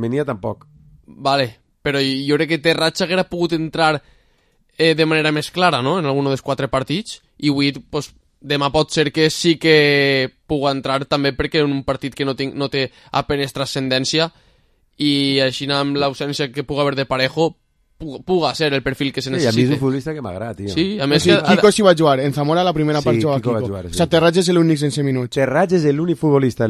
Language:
Catalan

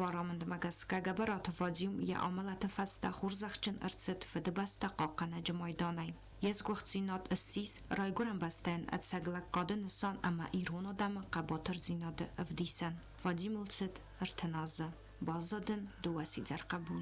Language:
Ossetic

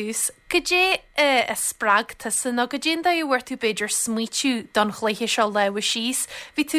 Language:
Irish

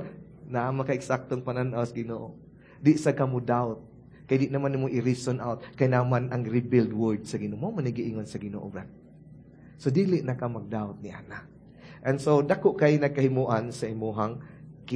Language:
Cebuano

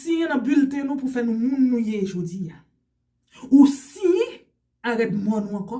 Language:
Haitian Creole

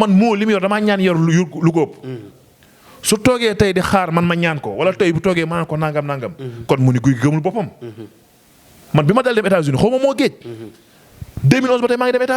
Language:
Wolof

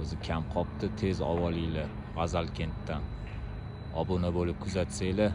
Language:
Uzbek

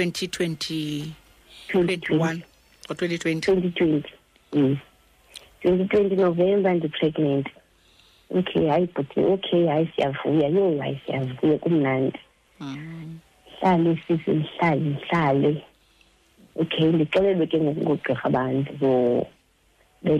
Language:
Xhosa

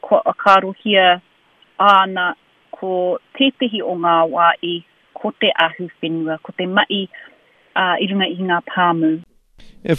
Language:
Māori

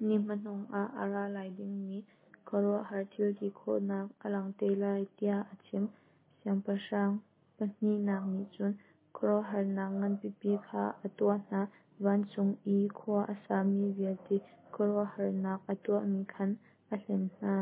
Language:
Hakha Chin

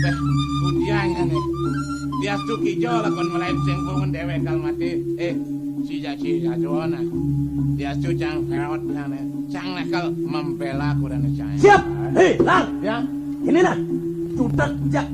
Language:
Balinese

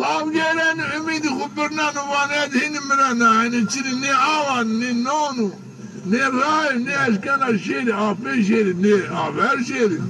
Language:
Zaza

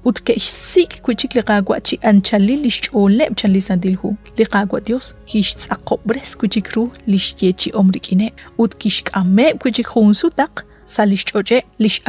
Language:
Kekchí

